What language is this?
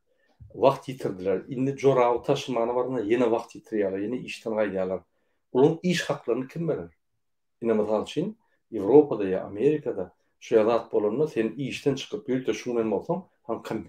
Turkmen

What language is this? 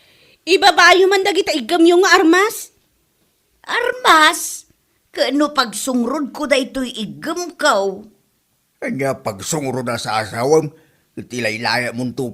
Iloko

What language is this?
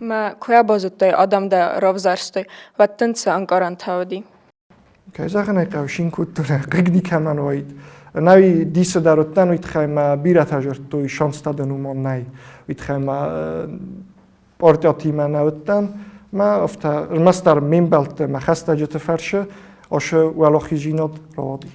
Ossetic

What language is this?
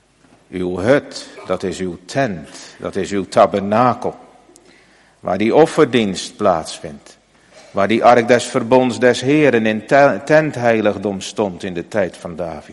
Dutch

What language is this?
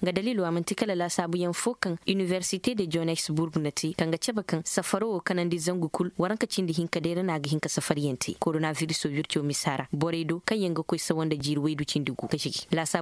Koyraboro Senni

